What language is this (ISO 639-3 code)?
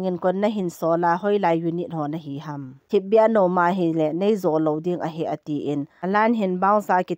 tcz